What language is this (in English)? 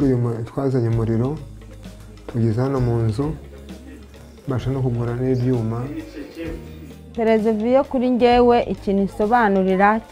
Kinyarwanda